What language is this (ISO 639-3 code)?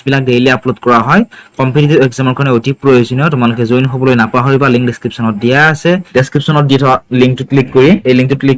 asm